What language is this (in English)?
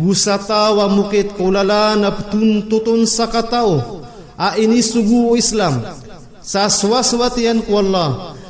Maranao